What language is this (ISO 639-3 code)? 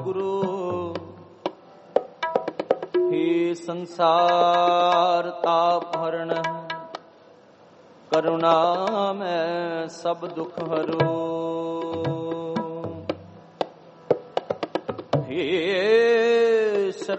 pan